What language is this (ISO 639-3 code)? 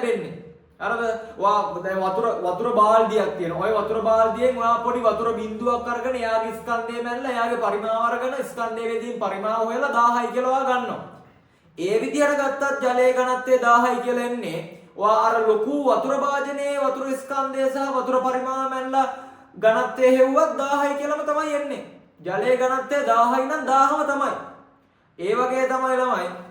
sin